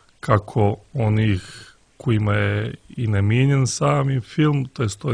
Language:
Serbian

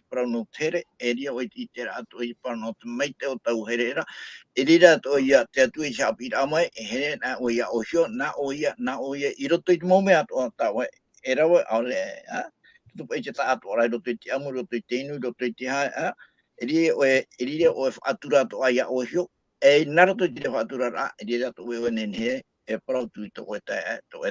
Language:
Tahitian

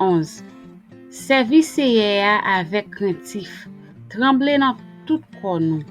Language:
Haitian Creole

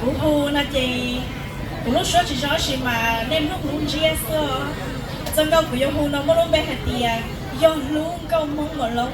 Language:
Hmong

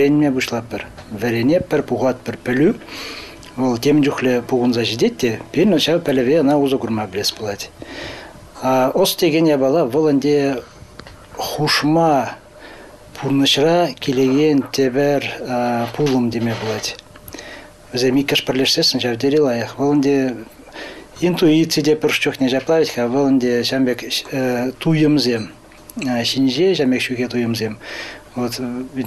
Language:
Chuvash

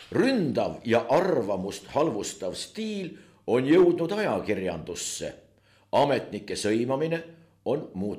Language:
Estonian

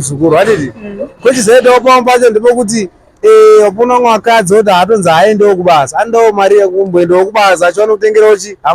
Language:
Shona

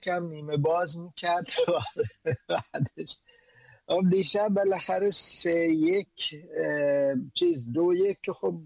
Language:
Persian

